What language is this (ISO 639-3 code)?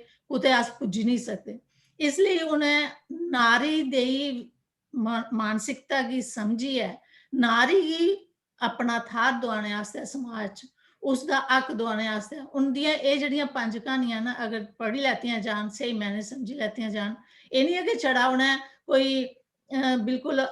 doi